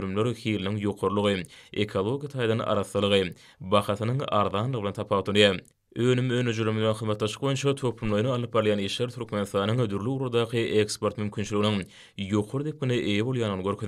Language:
Turkmen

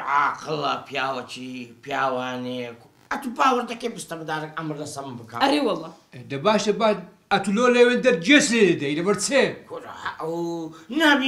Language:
Central Kurdish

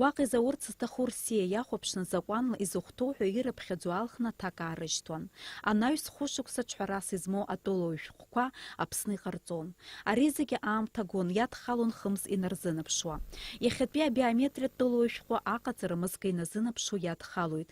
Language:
Abkhazian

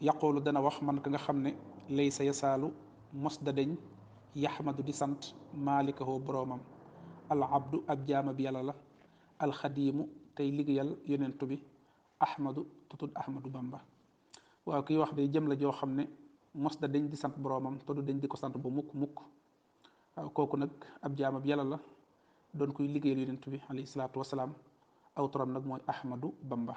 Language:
Wolof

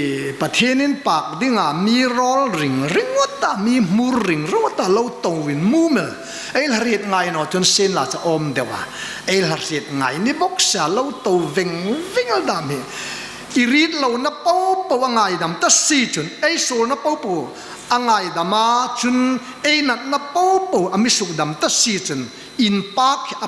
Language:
Hmar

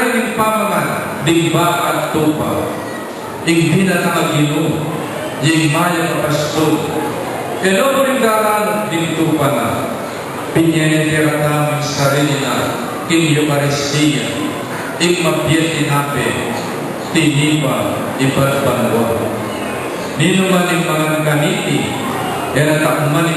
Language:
Pampanga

